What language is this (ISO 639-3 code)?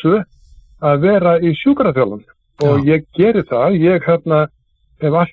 isl